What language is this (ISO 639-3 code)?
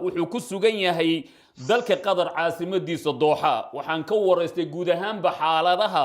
som